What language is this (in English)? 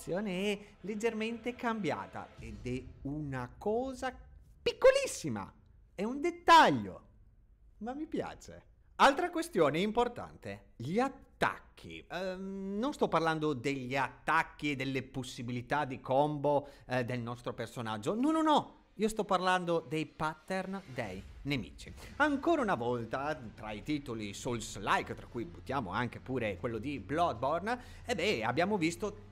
Italian